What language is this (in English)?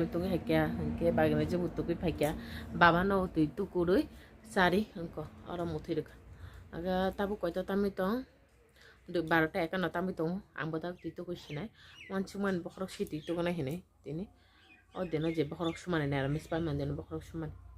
Kok Borok